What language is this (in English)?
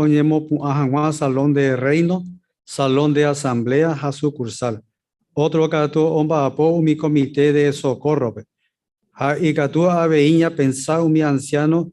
Guarani